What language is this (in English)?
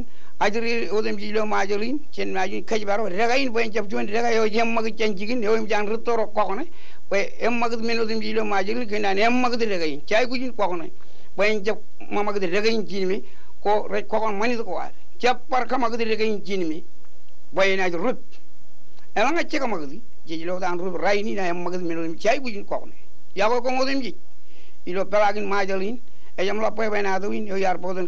Marshallese